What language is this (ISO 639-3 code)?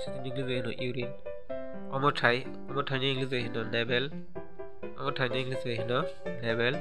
trp